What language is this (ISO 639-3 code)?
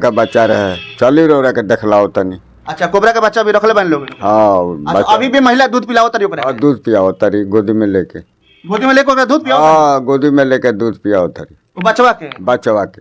bho